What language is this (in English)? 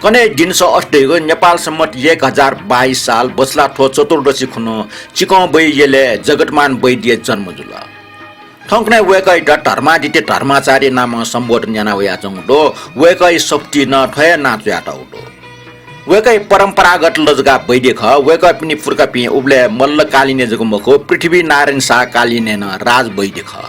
Newari